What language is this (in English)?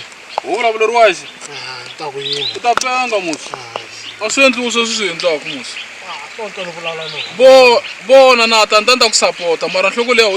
Tsonga